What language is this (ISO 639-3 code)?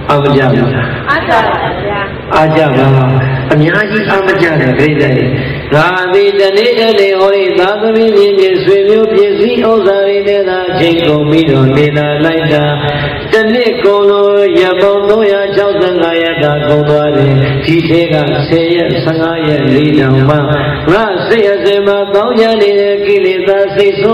mya